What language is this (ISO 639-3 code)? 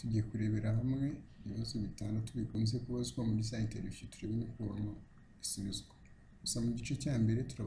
kin